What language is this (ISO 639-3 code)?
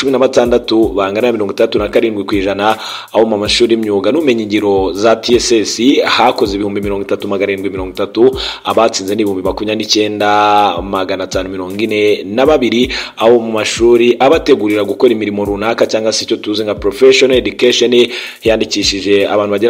kin